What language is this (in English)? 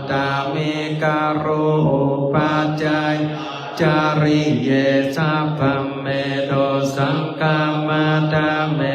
Pali